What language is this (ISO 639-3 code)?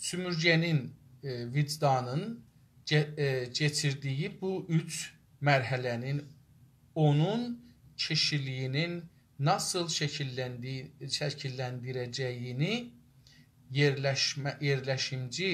azb